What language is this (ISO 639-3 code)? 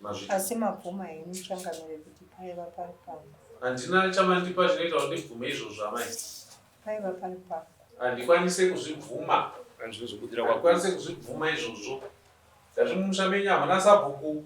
sna